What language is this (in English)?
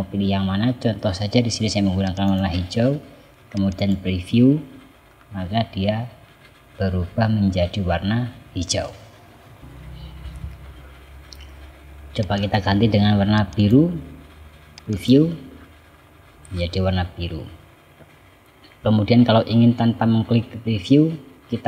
Indonesian